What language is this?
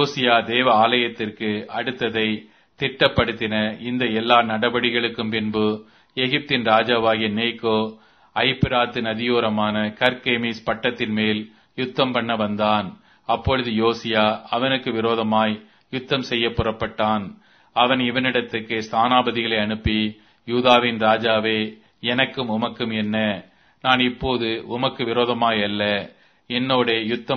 Tamil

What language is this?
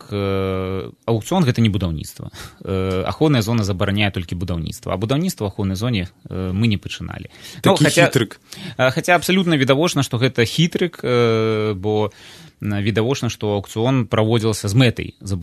Belarusian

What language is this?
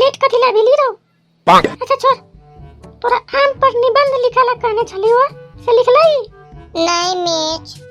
Maithili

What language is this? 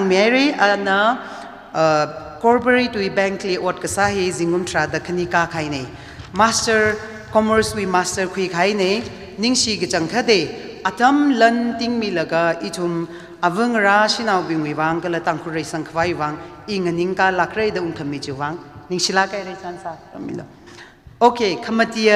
Tangkhul Naga (India)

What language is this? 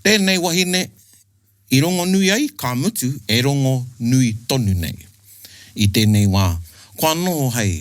Māori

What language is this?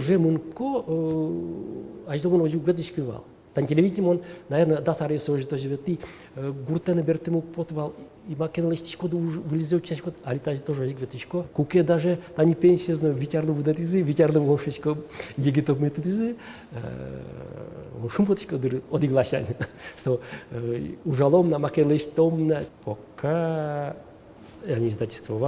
Udmurt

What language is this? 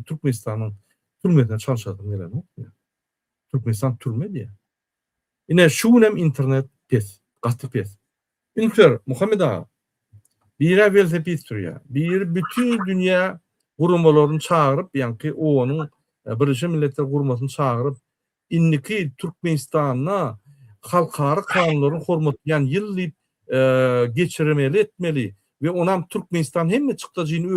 Turkmen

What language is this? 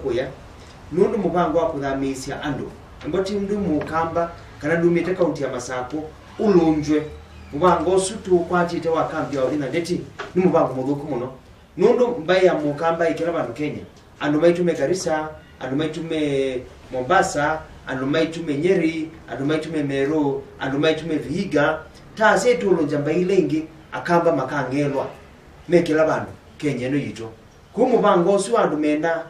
Kamba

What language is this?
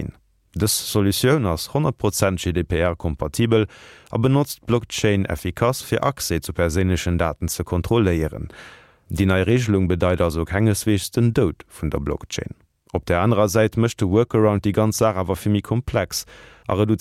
Luxembourgish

